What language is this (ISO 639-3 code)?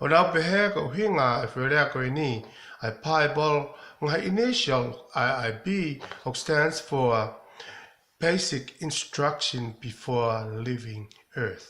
ton